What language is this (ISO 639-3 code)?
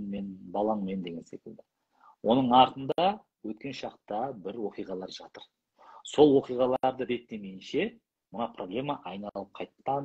kaz